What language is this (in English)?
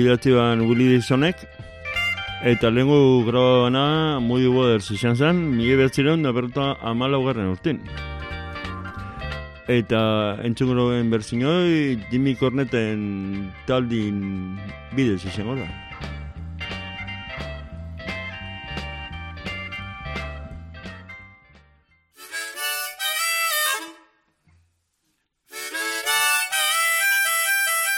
Basque